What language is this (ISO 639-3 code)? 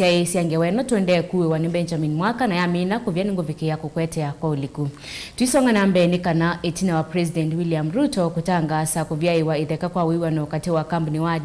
kam